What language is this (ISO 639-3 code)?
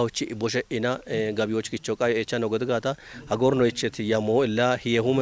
kbr